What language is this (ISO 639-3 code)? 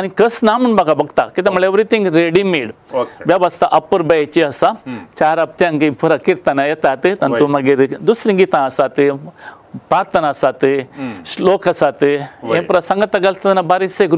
kok